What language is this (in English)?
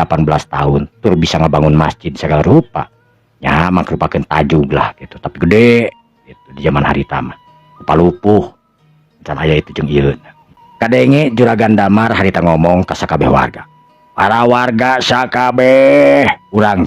Sundanese